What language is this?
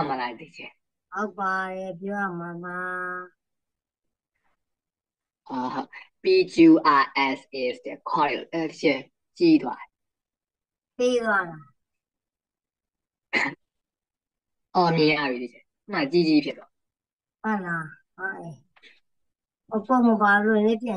Burmese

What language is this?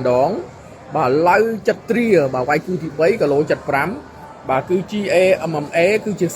Khmer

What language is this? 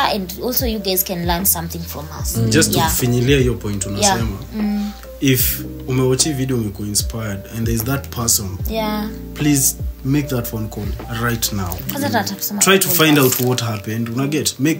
Swahili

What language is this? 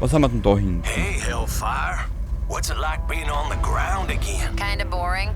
Bavarian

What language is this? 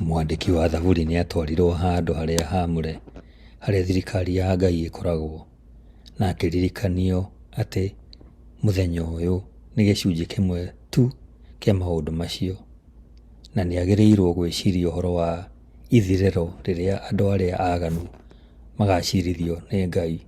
Kikuyu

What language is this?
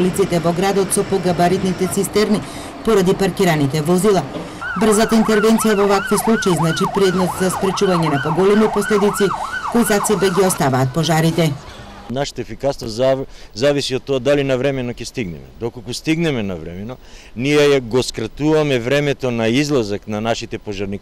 Macedonian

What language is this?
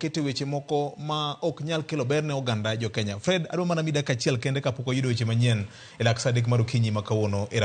Luo (Kenya and Tanzania)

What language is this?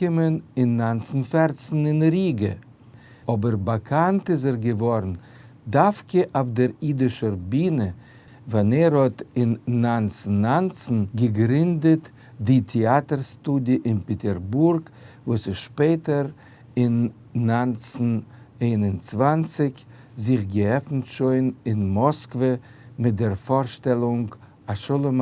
Yiddish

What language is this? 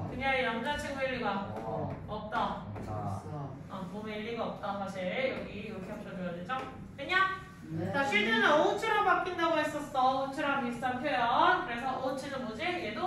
Korean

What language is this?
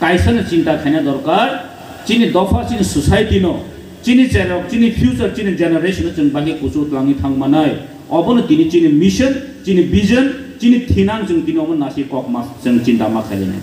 Kok Borok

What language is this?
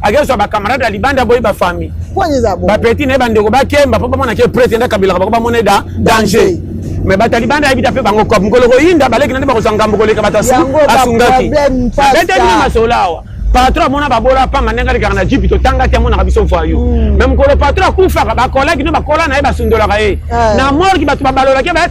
Lingala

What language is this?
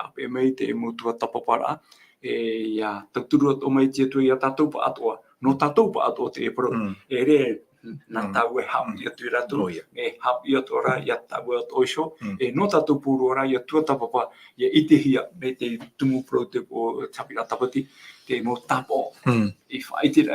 Tahitian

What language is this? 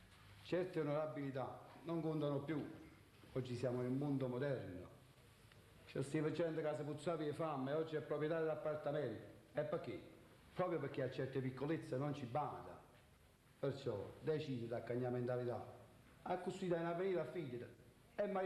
Neapolitan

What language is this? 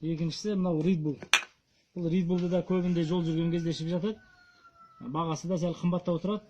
Kazakh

